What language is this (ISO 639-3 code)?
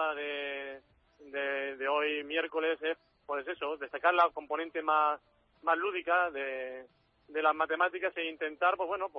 spa